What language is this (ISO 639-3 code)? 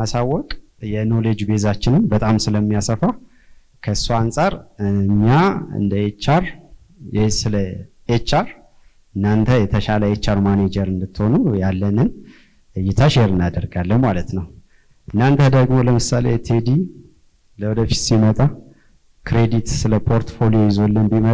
amh